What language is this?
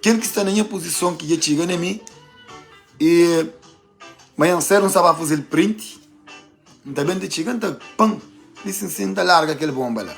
Kabuverdianu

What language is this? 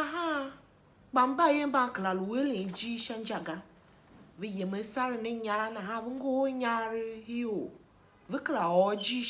Tiv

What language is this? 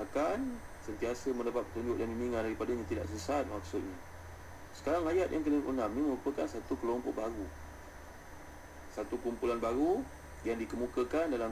Malay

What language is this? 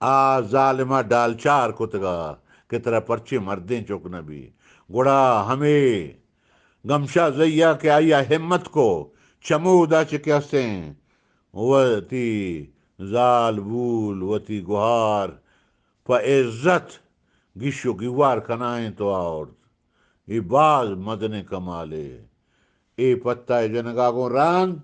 Eastern Balochi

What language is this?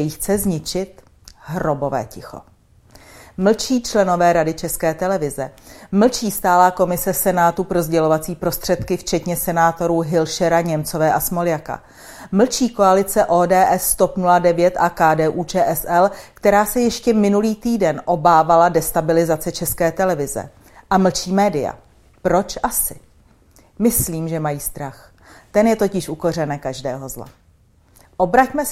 Czech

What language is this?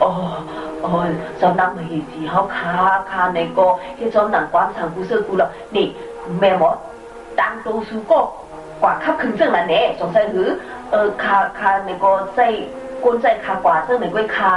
Shan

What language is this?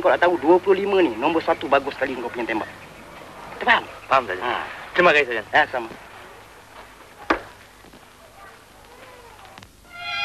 Malay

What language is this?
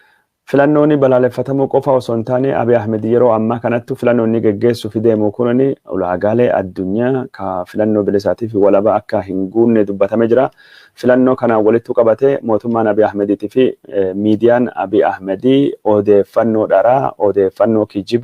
Oromo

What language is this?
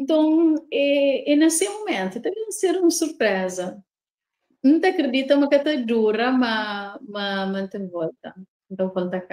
Kabuverdianu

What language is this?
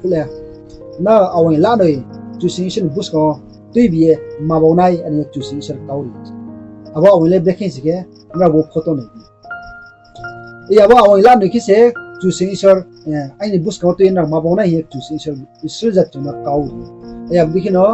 Riang (India)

